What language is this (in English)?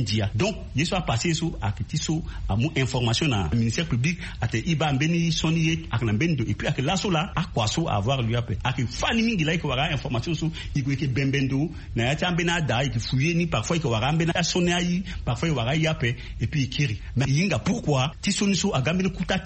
Sango